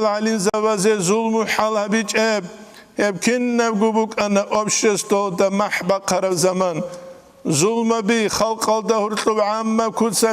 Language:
Avaric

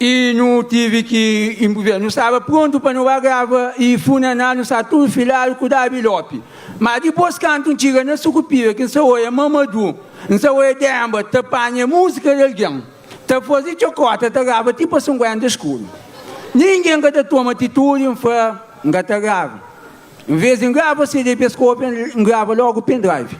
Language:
Kabuverdianu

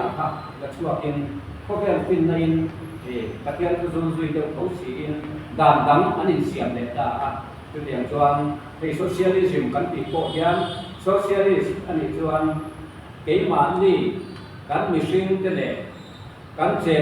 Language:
Mizo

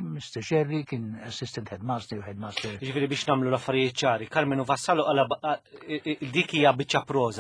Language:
Maltese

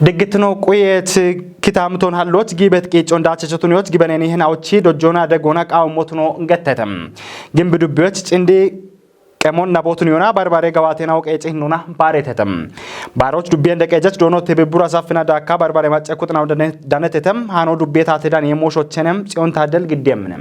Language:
Kafa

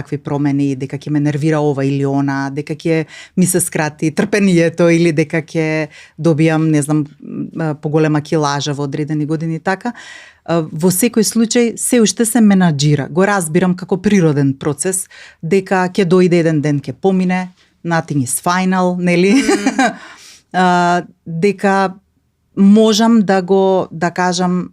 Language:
Macedonian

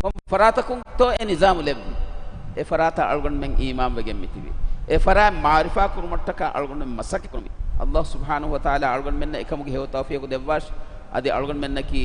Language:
Divehi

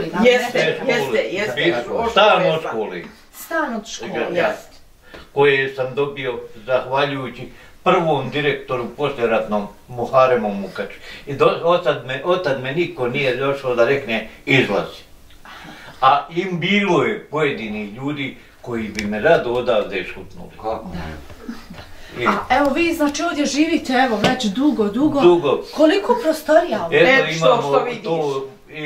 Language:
Bosnian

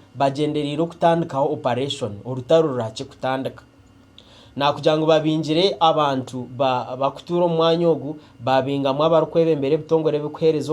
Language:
Nyankole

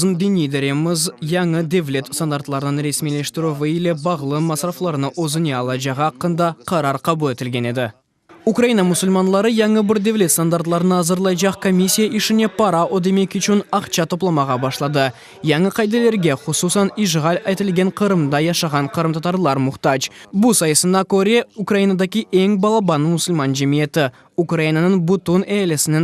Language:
Crimean Tatar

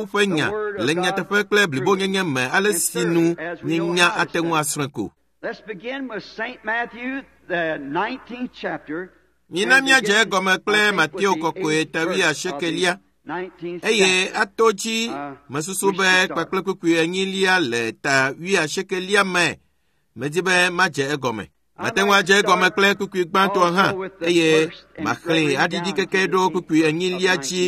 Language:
Ewe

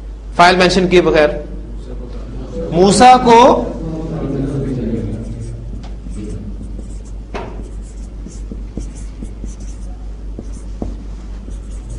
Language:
Urdu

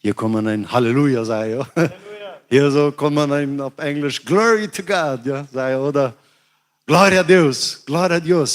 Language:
Plautdietsch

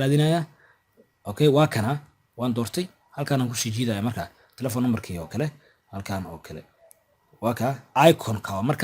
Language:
Somali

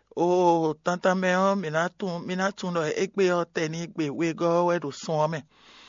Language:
Fon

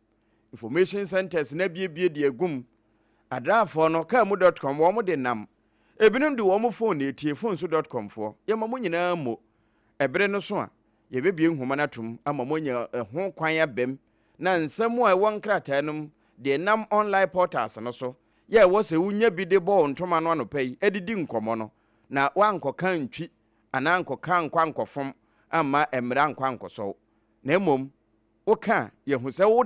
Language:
Akan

